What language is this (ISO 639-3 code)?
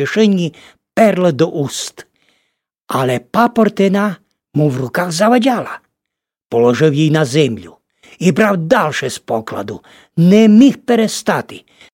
rue